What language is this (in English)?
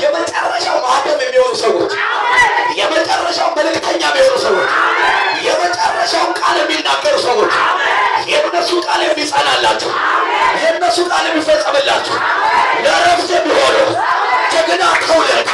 Amharic